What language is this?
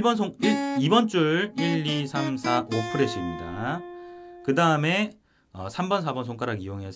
Korean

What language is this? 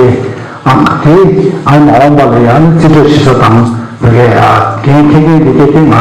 Tibetan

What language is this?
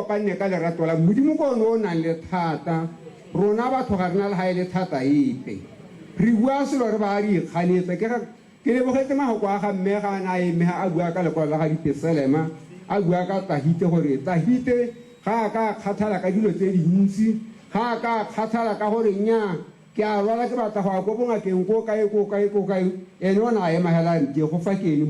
Tswana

